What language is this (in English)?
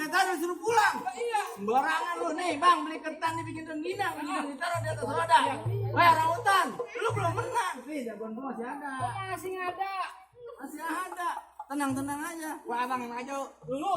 Betawi